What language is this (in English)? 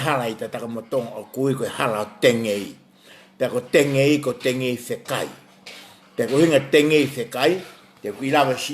Tongan